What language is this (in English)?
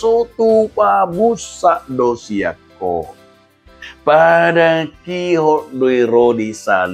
Batak Toba